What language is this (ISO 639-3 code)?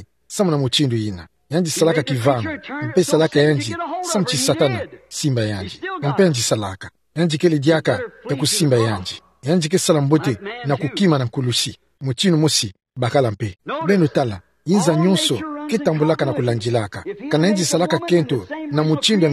ktu